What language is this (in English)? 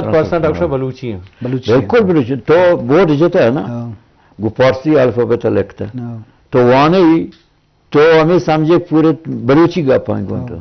Eastern Balochi